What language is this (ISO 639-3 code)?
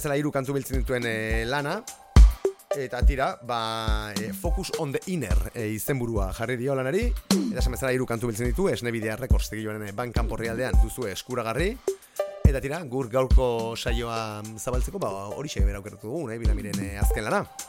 eus